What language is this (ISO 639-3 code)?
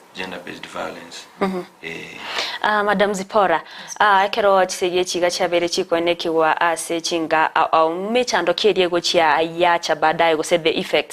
guz